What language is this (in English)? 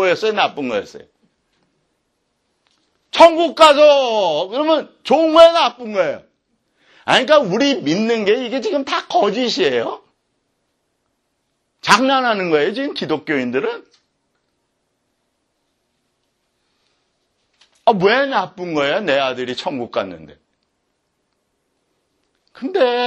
Korean